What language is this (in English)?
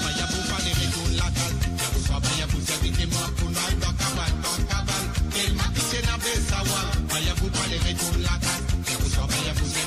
Morisyen